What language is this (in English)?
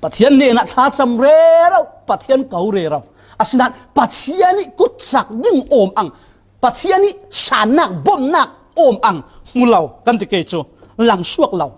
Falam Chin